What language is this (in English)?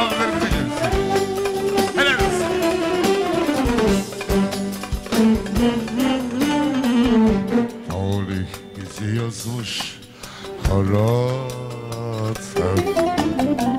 Turkish